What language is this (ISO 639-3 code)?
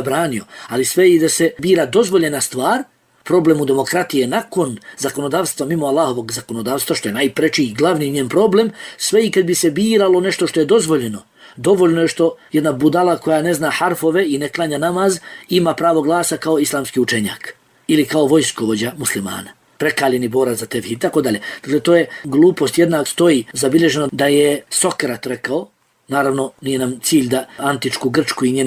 bos